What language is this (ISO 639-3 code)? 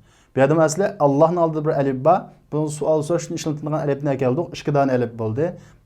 uig